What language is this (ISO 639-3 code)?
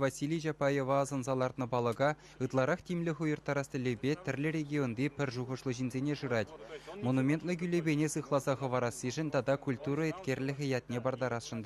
chv